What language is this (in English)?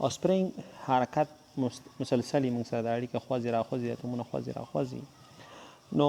Pashto